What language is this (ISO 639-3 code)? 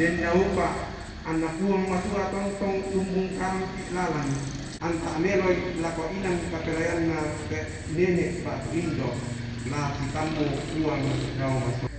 sda